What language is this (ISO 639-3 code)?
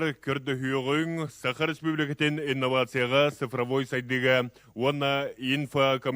sah